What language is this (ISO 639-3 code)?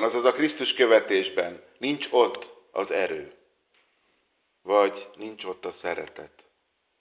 hun